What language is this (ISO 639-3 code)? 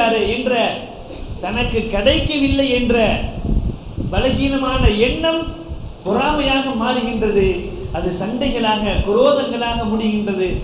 tam